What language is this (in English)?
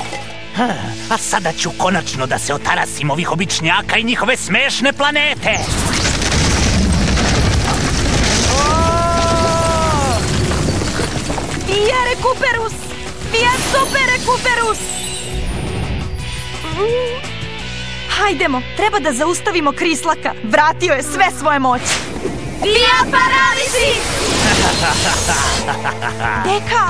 Serbian